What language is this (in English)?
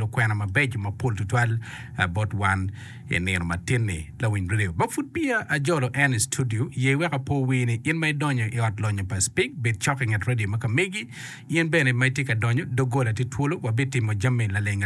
Acoli